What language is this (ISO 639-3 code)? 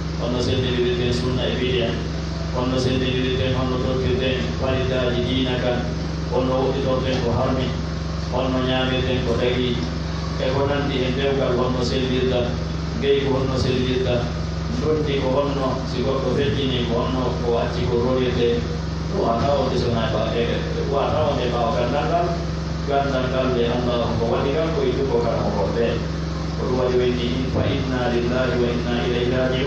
fuf